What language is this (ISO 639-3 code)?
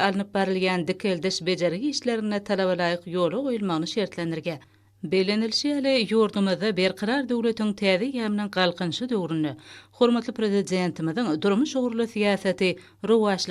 tuk